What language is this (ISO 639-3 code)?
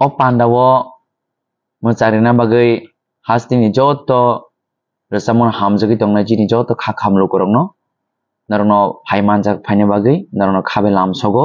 trp